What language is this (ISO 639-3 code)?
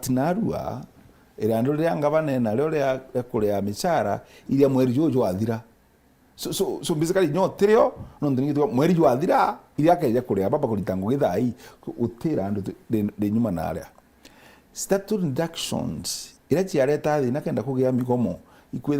mer